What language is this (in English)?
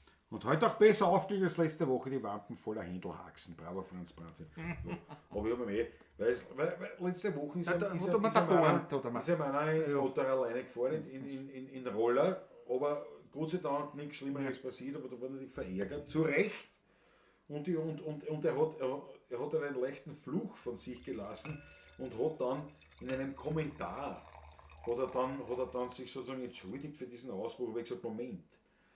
Bavarian